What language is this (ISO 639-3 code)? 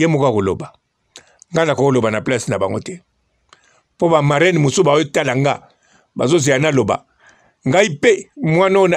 lin